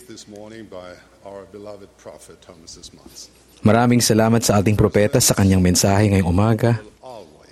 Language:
Filipino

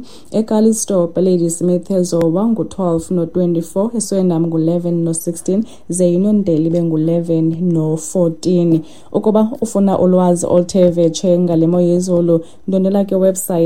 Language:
Xhosa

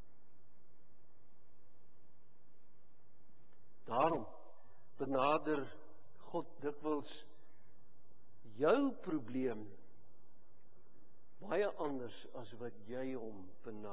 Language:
Afrikaans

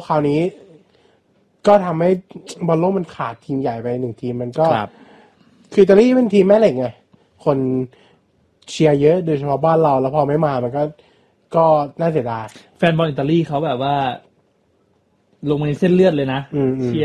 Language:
Thai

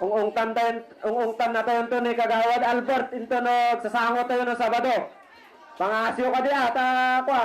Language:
Iloko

